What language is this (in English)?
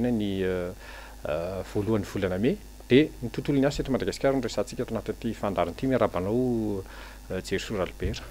Malagasy